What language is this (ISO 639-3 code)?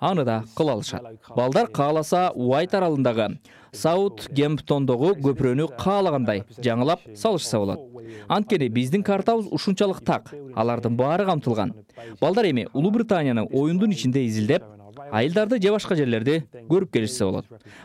kir